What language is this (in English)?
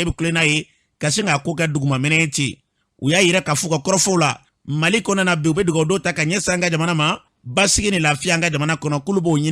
Bambara